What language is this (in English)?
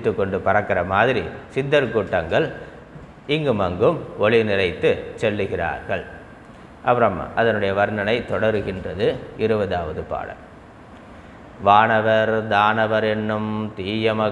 Tamil